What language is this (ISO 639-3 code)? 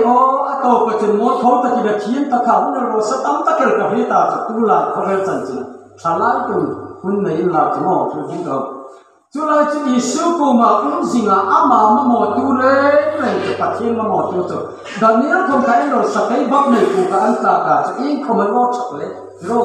hmr